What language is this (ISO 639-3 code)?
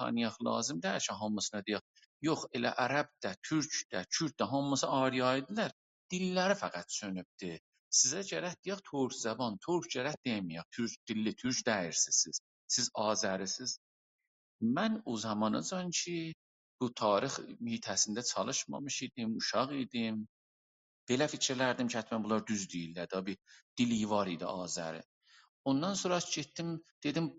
azb